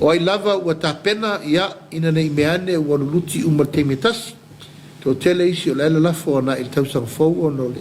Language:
Samoan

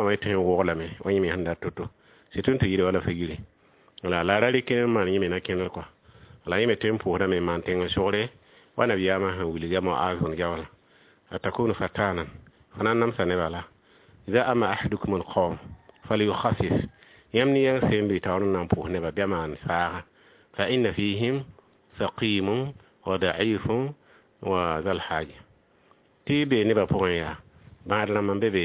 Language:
Mossi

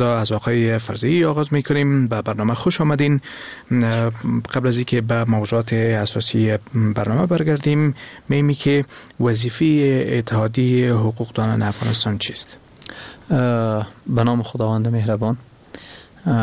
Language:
Persian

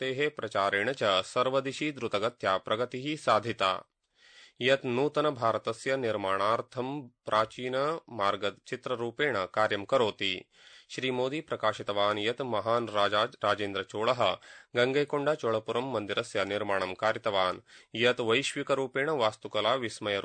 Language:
Sanskrit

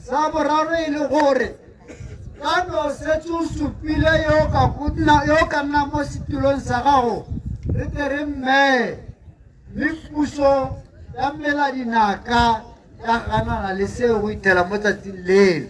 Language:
Tswana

